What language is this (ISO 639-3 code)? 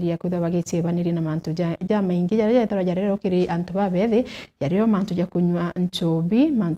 mer